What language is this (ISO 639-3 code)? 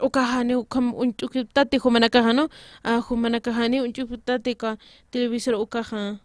aym